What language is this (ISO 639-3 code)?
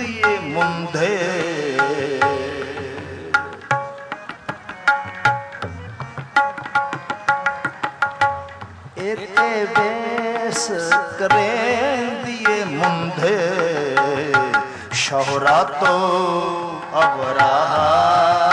pan